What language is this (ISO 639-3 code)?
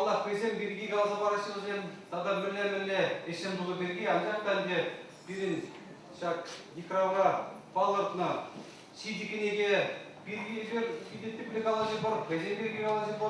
chv